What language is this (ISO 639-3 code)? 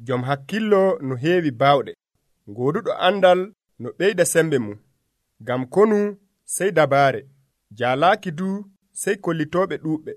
fuv